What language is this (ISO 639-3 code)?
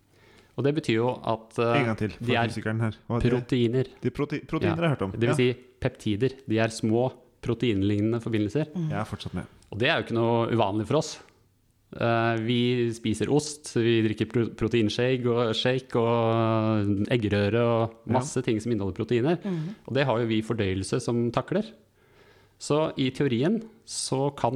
nor